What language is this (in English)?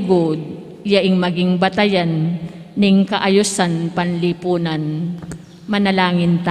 Pampanga